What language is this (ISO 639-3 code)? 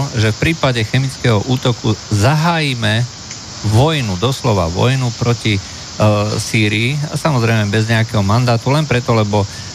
slk